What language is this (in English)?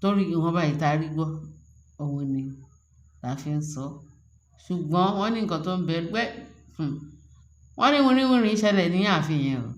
Yoruba